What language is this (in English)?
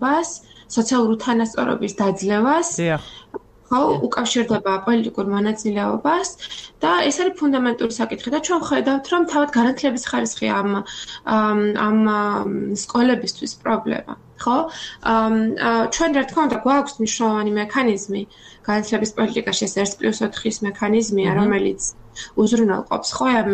Georgian